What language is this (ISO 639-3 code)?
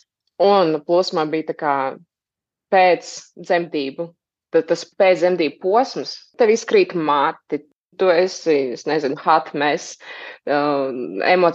lav